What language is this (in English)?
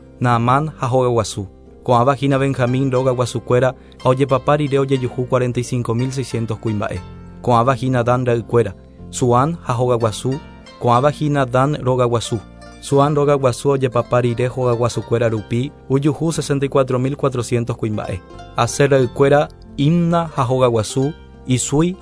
Guarani